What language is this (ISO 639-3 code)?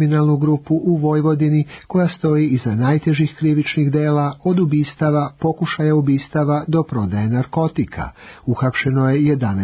srp